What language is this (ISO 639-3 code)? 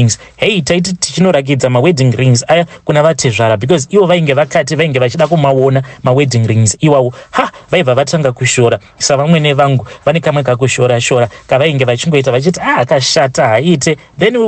sna